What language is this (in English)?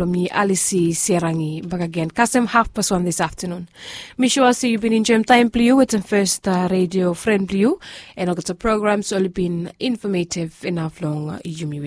Bislama